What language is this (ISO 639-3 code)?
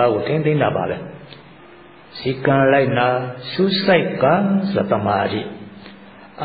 mya